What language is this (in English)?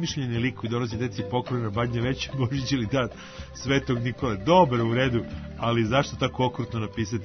Serbian